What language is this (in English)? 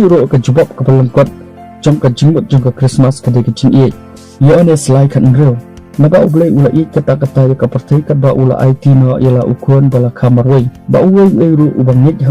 Khasi